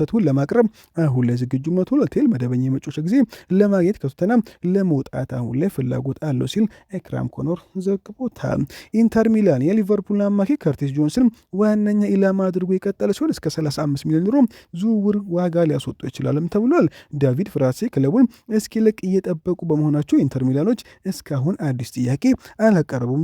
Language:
Amharic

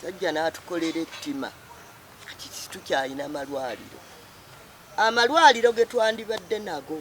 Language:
Ganda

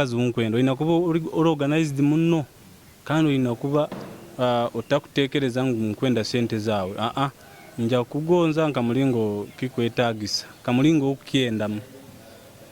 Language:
Nyoro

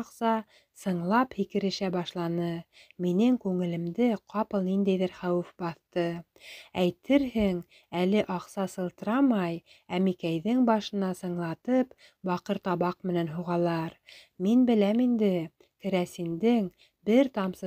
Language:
Bashkir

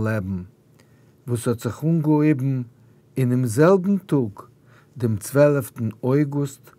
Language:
Yiddish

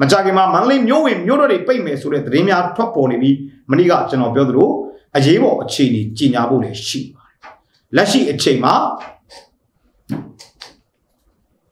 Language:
Burmese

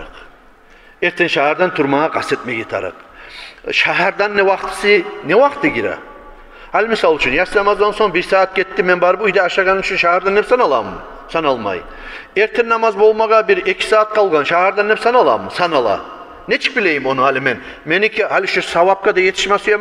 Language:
Kumyk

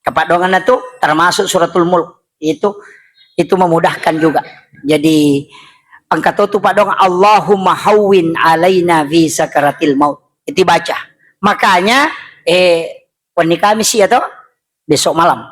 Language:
Buginese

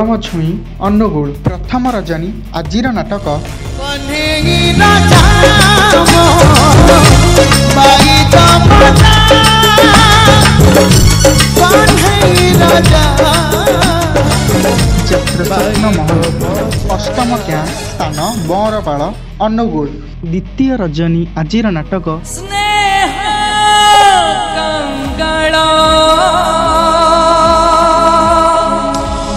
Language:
Odia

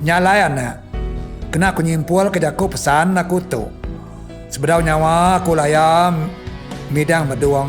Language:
Iban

